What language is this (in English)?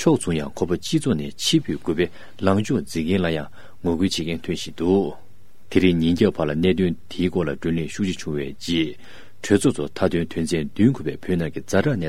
Tibetan